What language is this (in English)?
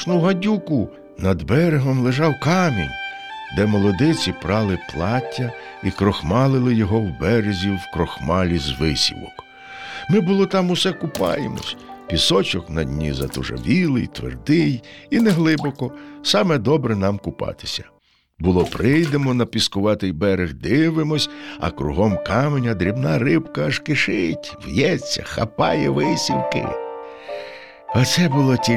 Ukrainian